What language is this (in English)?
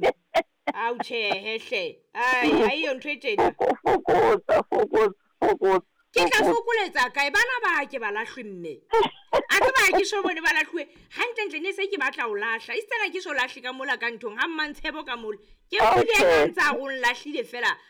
Southern Sotho